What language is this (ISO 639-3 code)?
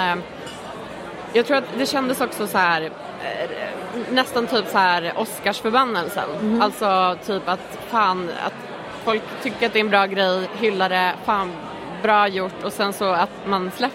swe